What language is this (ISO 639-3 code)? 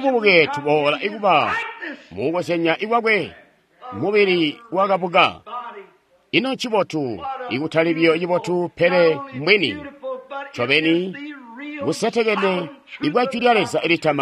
toi